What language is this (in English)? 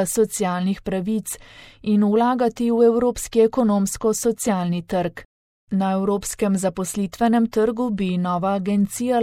Slovenian